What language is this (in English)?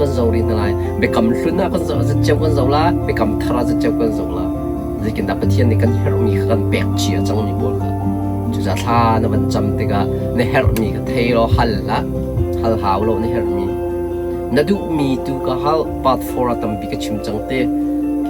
Hakha Chin